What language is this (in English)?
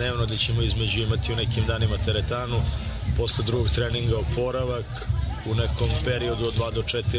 Serbian